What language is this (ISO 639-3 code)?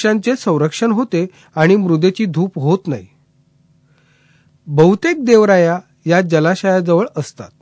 mar